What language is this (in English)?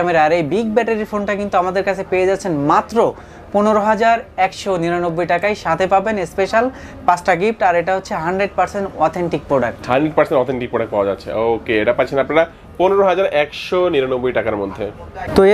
Bangla